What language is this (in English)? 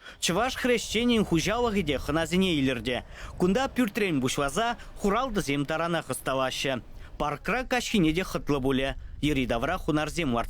Chuvash